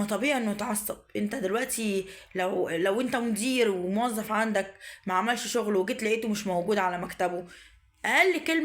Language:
Egyptian Arabic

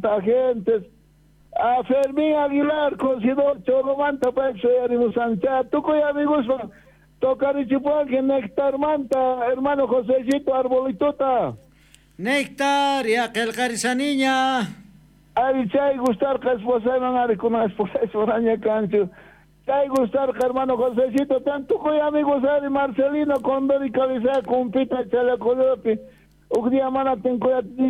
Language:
South Bolivian Quechua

